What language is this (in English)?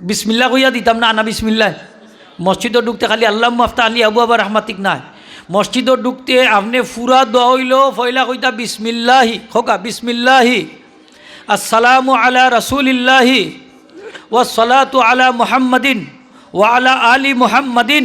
Sylheti